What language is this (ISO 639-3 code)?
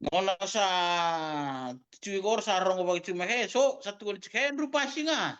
fij